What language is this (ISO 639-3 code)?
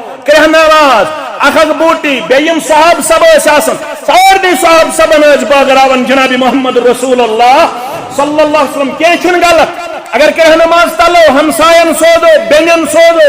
kas